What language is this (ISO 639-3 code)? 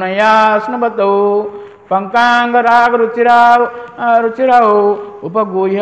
ori